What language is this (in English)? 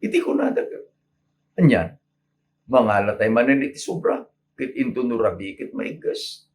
Iloko